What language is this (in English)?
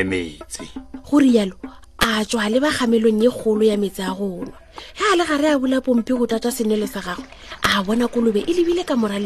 Northern Sotho